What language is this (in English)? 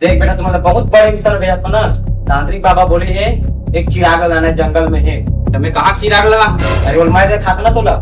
Chhattisgarhi